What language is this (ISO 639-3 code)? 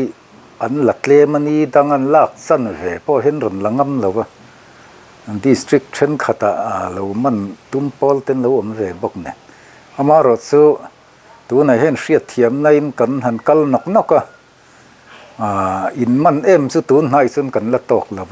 lus